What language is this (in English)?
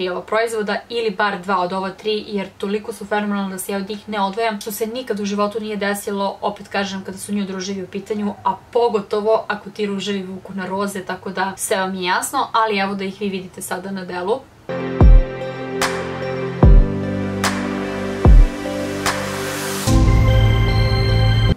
Serbian